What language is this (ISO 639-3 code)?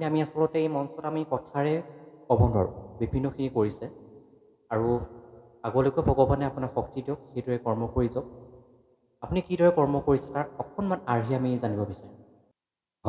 asm